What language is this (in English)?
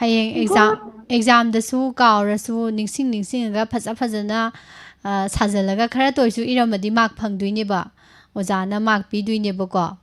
Manipuri